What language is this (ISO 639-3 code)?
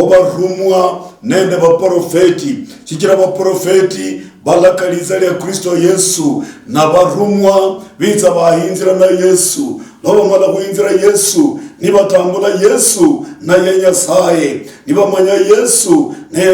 luy